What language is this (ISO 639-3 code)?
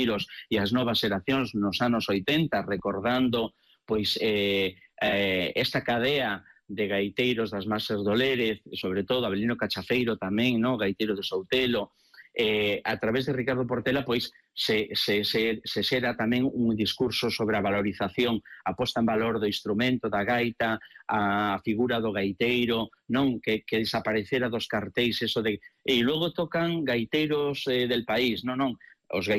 glg